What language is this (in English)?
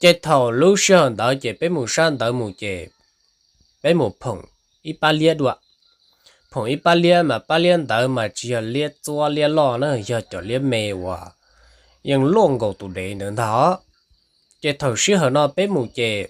Hmong